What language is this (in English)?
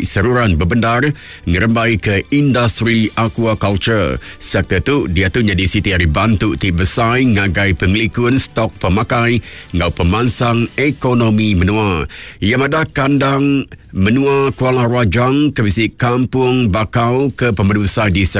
Iban